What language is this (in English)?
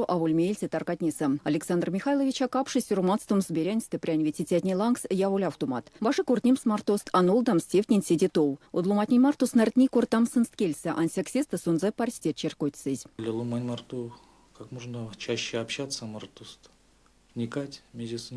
Erzya